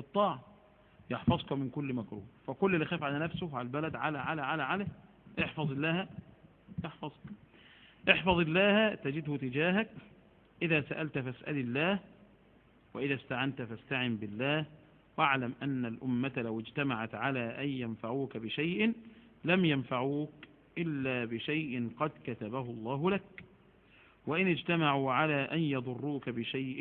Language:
Egyptian Arabic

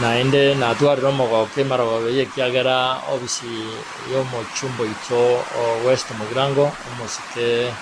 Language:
Gusii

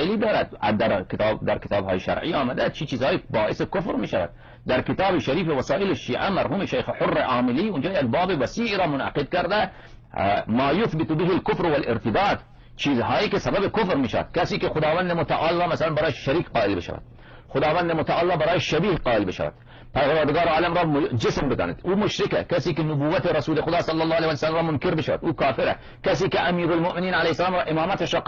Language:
Persian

